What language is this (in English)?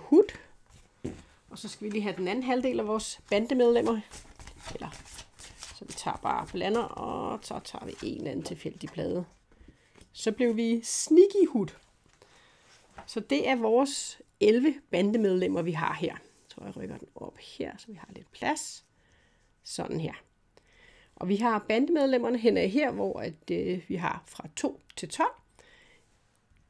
Danish